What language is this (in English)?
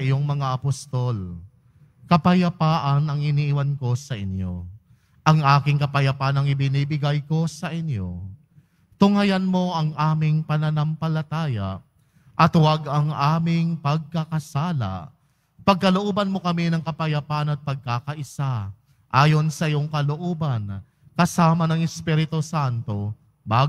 Filipino